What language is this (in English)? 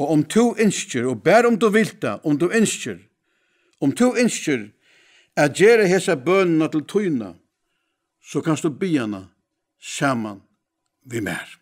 Faroese